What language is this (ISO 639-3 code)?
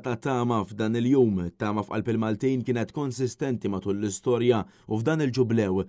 mlt